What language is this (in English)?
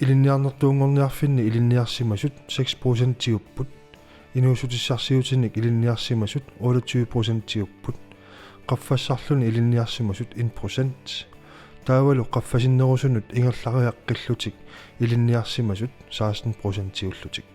Kalaallisut